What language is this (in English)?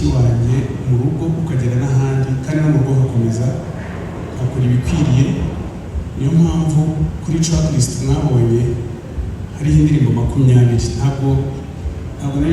Kinyarwanda